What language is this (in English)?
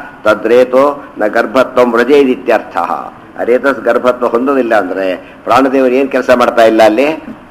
Kannada